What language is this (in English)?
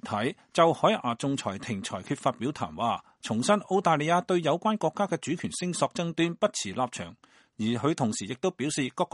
Cantonese